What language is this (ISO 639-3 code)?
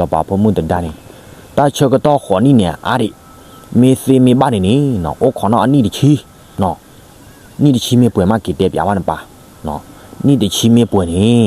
ksw